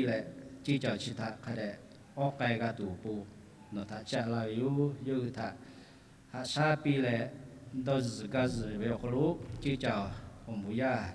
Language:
Lahu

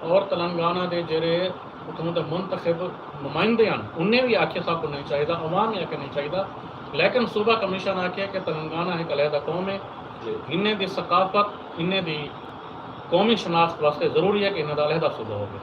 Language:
Saraiki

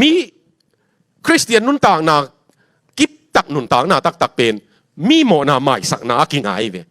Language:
Tedim Chin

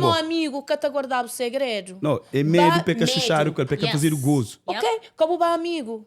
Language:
Kabuverdianu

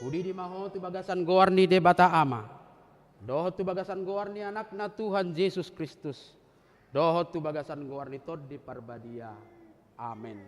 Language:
Batak Toba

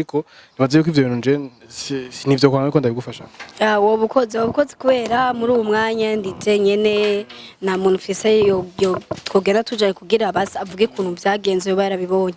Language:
Rundi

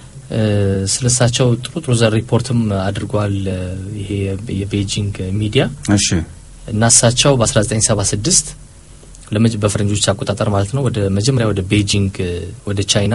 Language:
Amharic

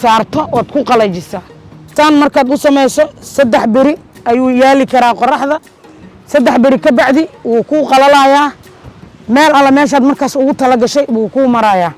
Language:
Somali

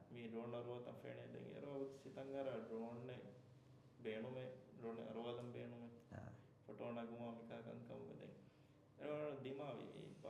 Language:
Divehi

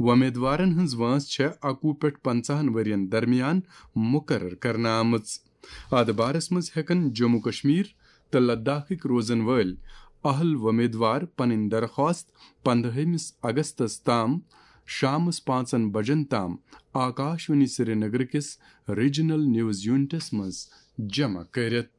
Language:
Kashmiri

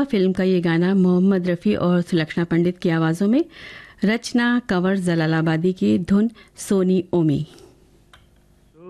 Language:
Hindi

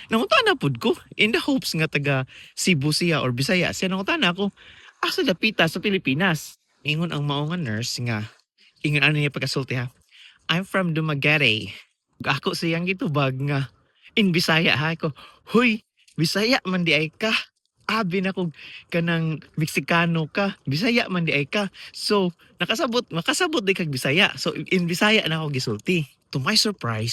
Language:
Cebuano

